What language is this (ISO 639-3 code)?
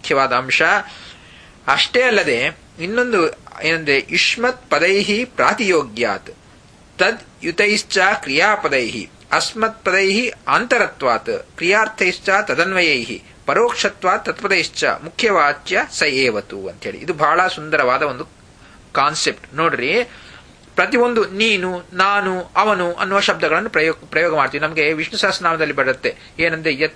kan